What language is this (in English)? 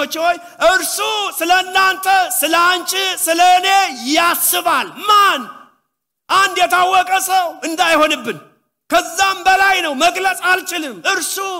Amharic